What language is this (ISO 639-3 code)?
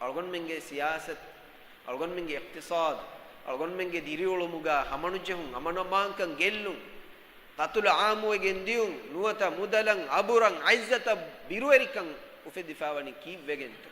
div